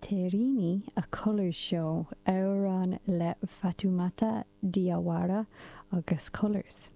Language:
Irish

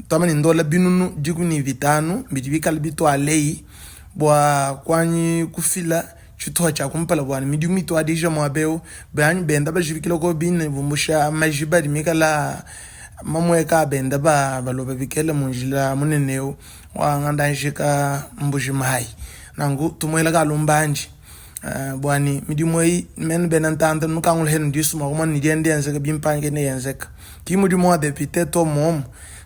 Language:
Luba-Lulua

